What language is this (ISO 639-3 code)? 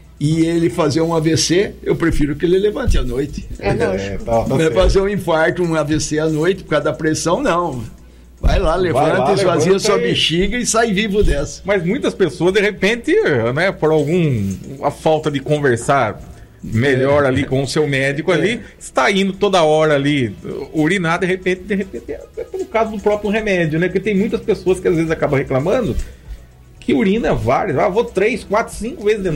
por